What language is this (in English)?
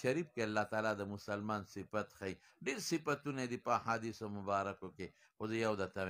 Pashto